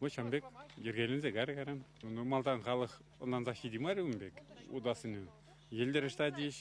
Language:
Chuvash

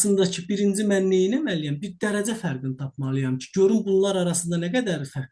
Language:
Azerbaijani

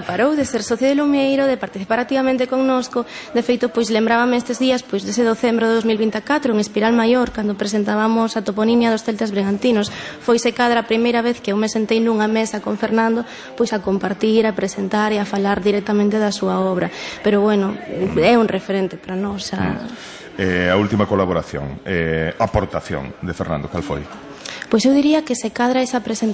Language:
Galician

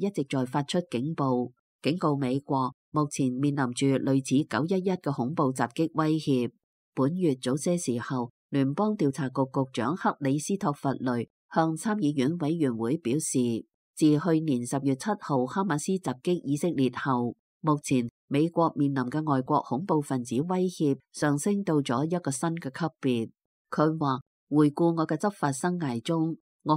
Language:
Cantonese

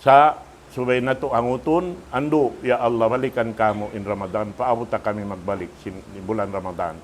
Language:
Tausug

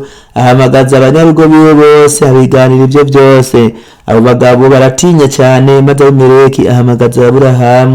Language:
Rundi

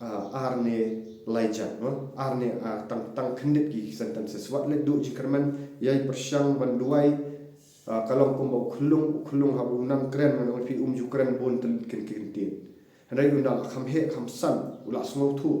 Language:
Khasi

